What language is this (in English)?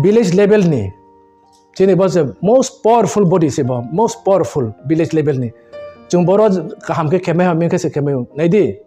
Riang (India)